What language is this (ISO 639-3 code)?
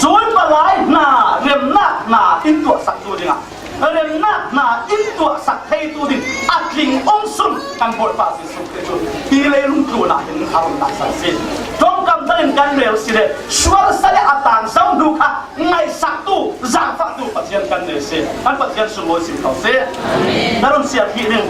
cfm